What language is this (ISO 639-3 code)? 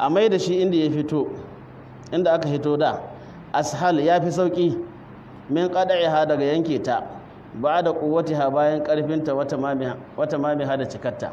hau